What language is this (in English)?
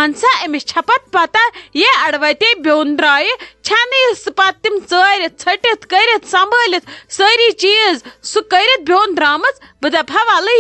Kashmiri